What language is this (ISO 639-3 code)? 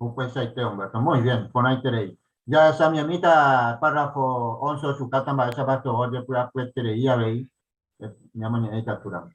grn